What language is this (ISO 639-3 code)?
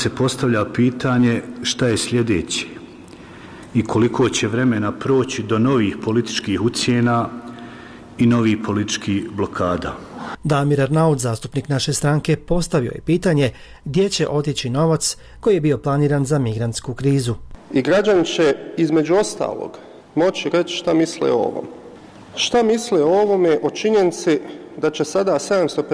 bos